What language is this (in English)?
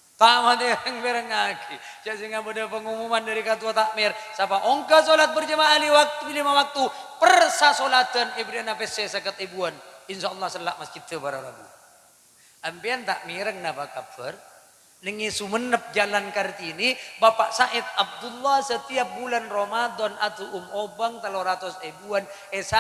Madurese